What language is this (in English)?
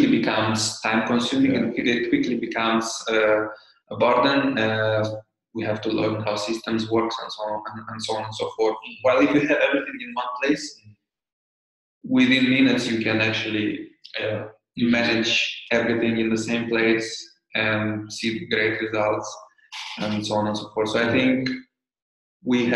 English